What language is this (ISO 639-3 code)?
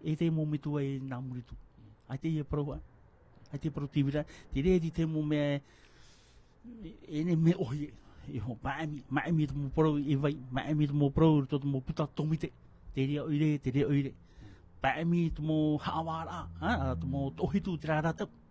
tah